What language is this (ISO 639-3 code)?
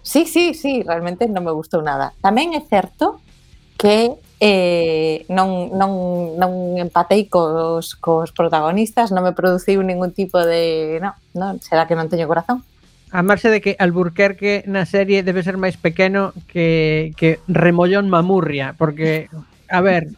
glg